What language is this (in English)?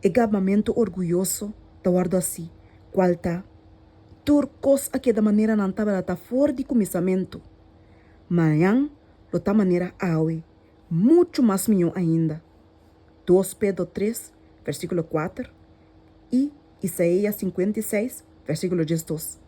Papiamento